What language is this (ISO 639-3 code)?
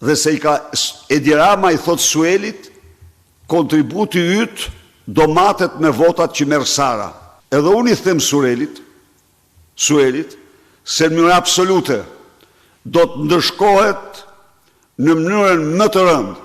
sqi